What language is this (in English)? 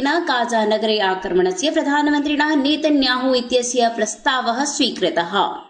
Sanskrit